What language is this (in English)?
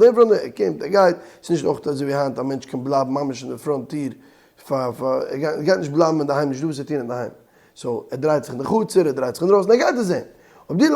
Yiddish